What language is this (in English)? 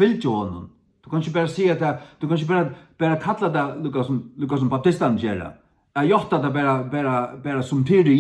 Faroese